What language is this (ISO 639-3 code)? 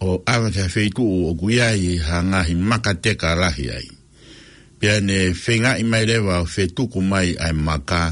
ton